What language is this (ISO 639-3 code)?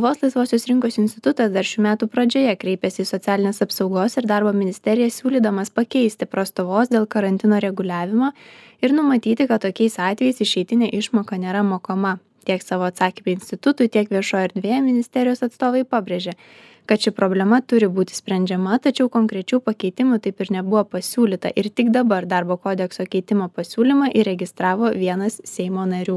lit